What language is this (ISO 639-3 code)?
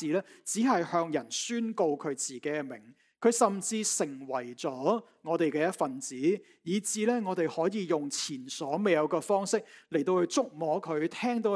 yue